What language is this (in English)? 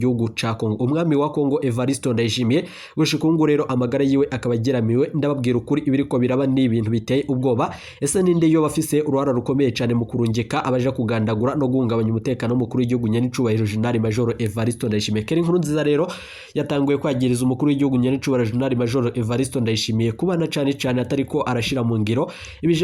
Rundi